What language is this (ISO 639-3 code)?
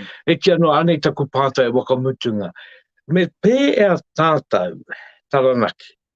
mri